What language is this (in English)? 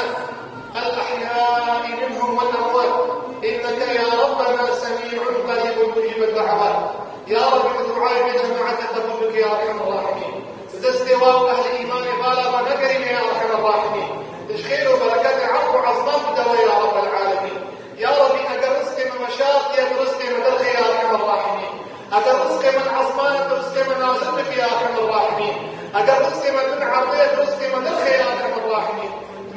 Kurdish